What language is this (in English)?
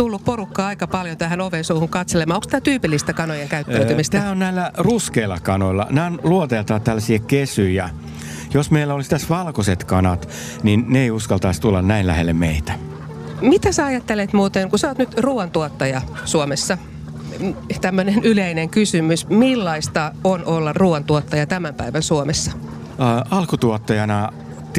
Finnish